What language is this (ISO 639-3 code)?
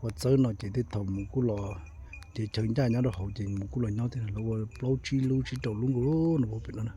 hmn